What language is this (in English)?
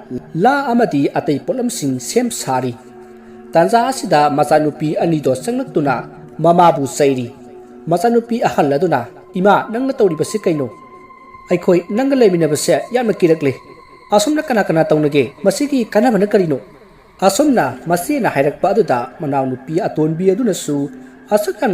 Manipuri